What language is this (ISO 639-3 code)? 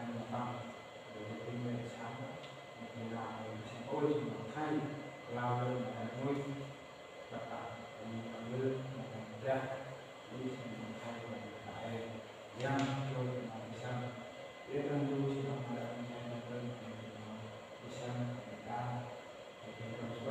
cmo